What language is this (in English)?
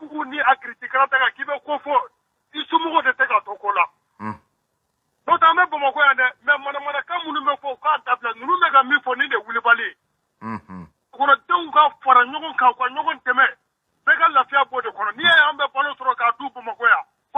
Bambara